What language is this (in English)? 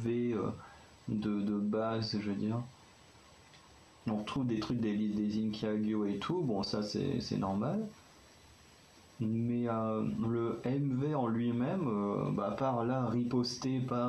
French